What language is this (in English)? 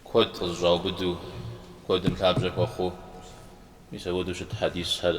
Kabardian